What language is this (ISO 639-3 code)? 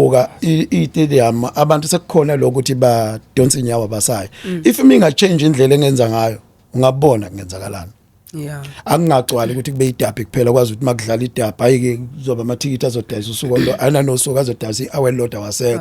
zul